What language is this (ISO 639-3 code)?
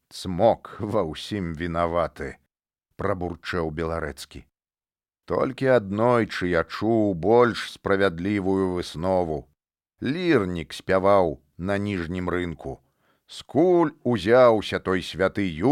bel